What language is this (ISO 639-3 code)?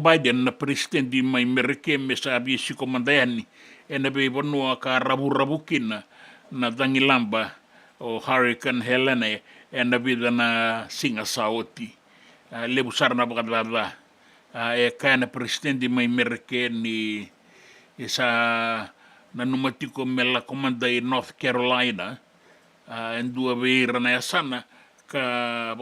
fij